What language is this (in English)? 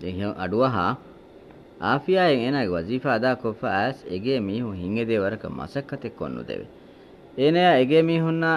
Divehi